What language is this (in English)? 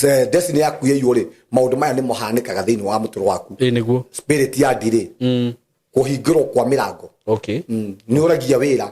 Kikuyu